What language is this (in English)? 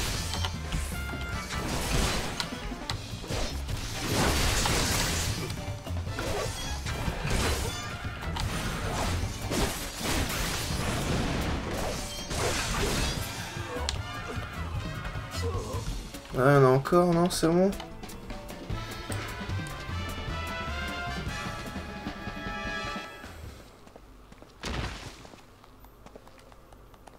French